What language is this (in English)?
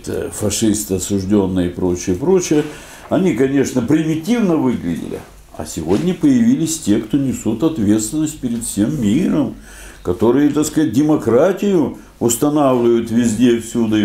Russian